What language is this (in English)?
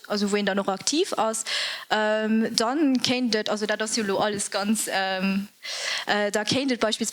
Luxembourgish